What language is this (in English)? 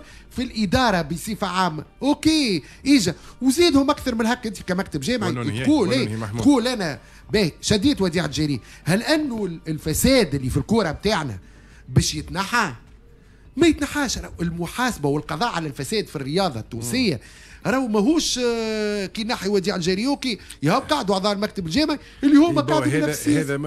Tunisian Arabic